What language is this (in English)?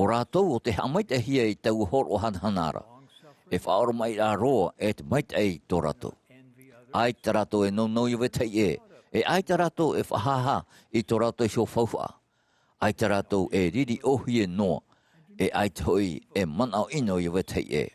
Tahitian